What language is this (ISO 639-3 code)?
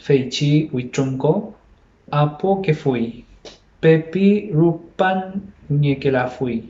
arn